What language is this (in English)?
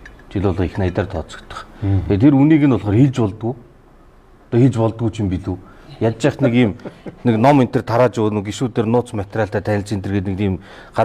Mongolian